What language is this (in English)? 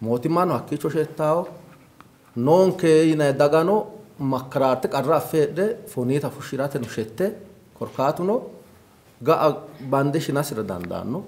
Sidamo